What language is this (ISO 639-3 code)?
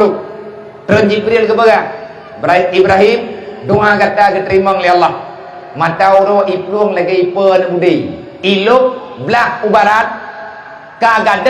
ace